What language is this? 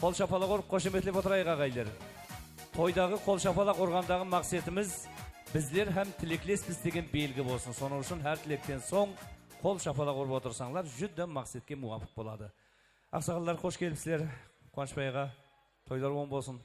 Kara-Kalpak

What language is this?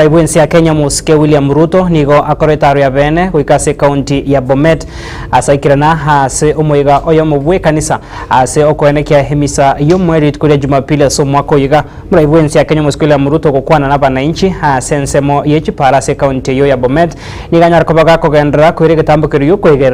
Gusii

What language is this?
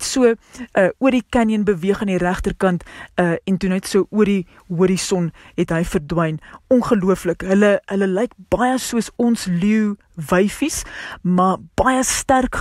Afrikaans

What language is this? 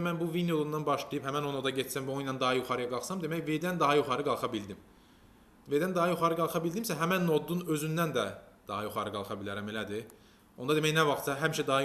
Azerbaijani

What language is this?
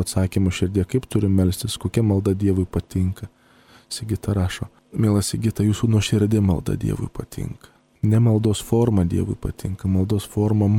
Lithuanian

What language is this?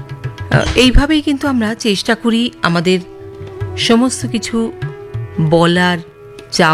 Bangla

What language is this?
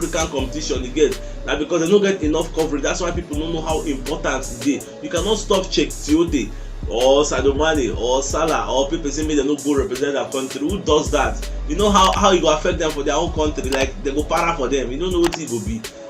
Nigerian Pidgin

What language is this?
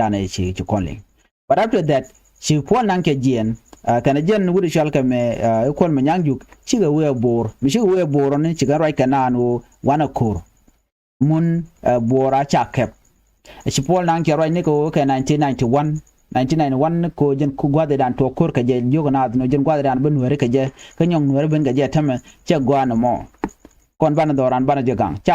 Nuer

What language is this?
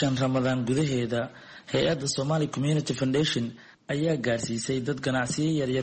Somali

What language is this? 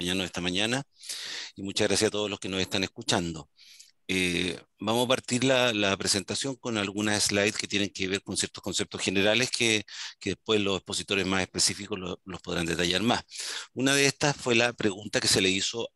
Spanish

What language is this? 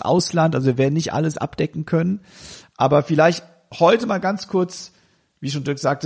German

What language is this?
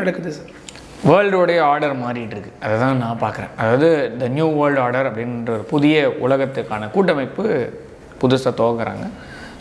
Tamil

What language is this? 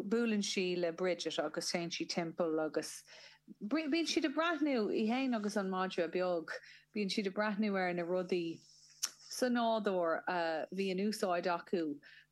Irish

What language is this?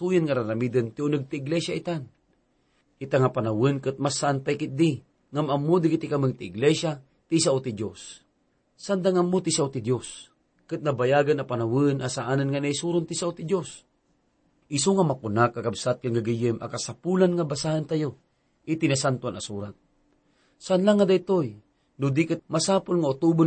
Iloko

